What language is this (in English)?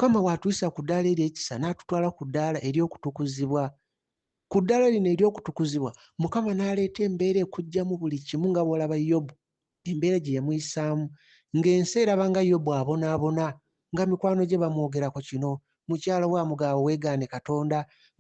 Ganda